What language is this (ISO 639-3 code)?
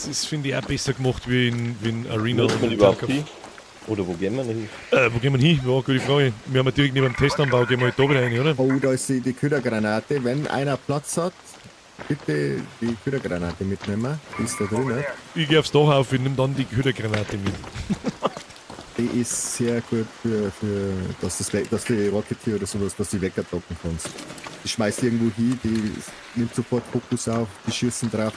bar